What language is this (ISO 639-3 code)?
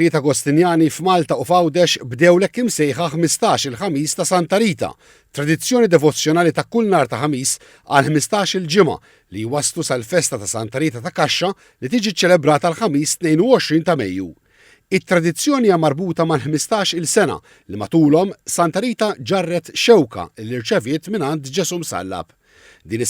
mlt